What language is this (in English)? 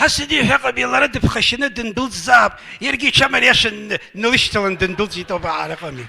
Abkhazian